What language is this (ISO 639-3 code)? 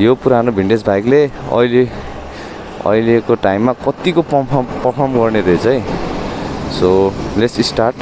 nep